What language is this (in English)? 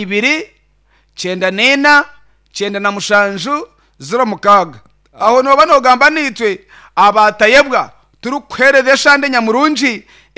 Nyankole